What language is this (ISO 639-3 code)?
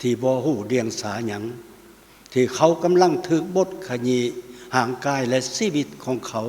lao